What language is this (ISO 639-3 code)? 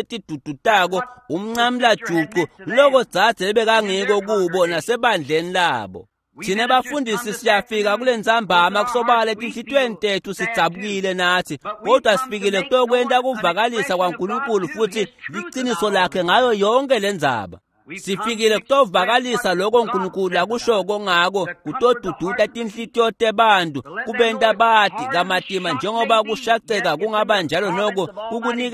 ssw